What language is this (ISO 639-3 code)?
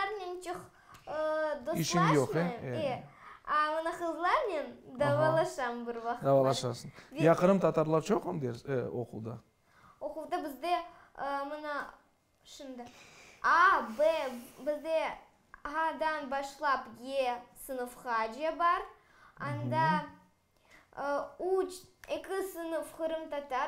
crh